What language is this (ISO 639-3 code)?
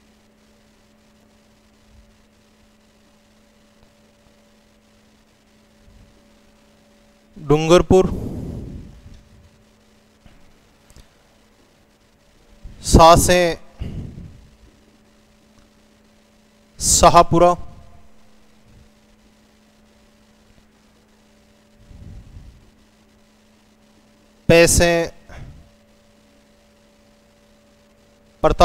hin